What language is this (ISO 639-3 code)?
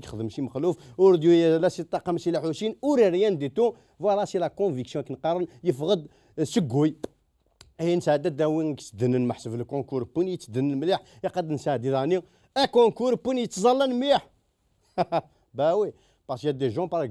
kab